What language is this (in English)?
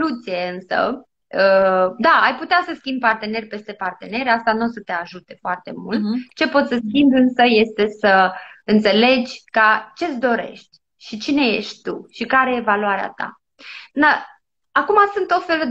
Romanian